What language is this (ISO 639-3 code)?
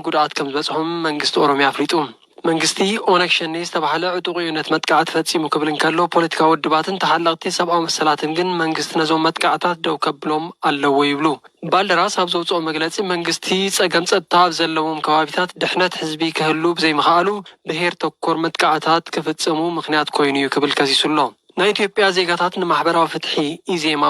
tir